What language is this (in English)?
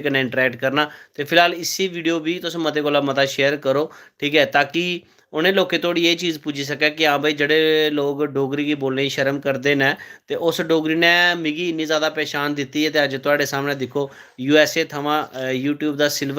Dogri